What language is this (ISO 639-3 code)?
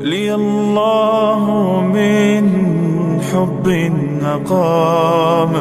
fas